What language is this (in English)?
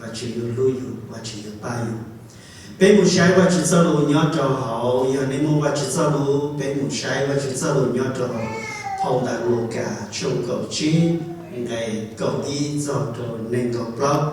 Hmong